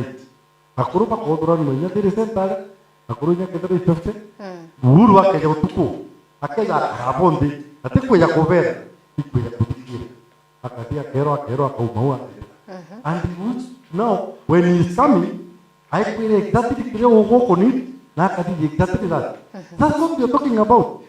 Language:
Meru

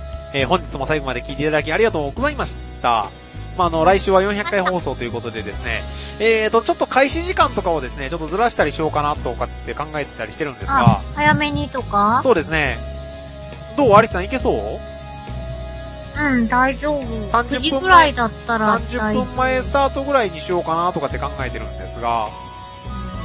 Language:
Japanese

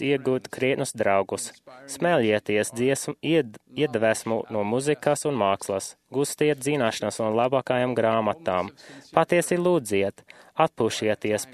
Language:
Latvian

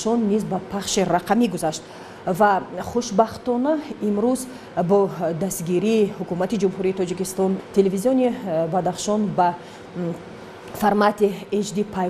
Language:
Tajik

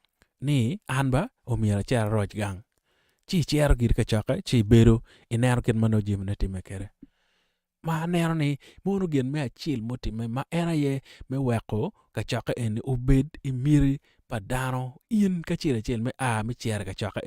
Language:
Acoli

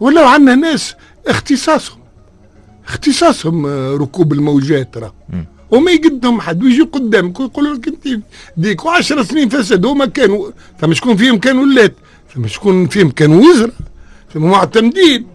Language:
Tunisian Arabic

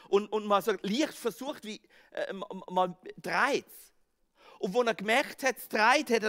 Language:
Swiss German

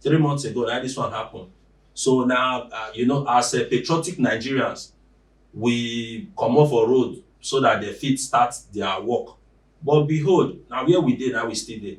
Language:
Nigerian Pidgin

